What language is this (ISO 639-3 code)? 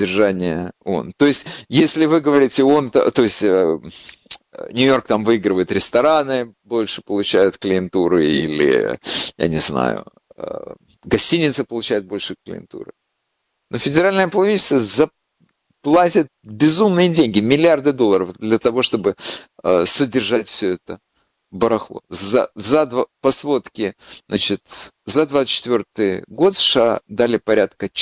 rus